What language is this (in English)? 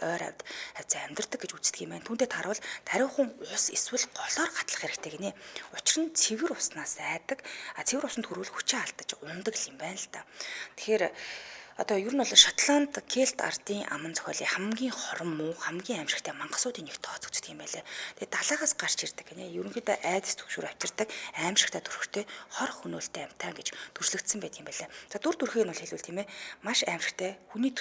Mongolian